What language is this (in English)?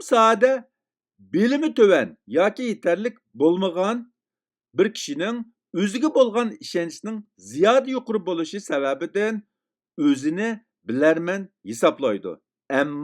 Uyghur